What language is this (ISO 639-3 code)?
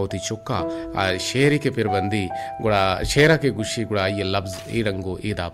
bal